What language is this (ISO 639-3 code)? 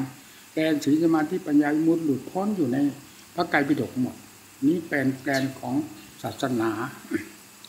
tha